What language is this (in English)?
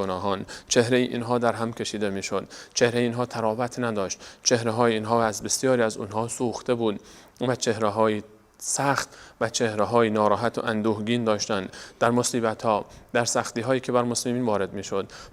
Persian